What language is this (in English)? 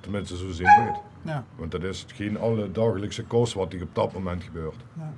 Limburgish